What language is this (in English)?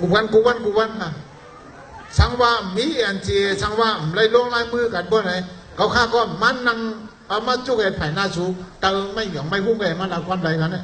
Shan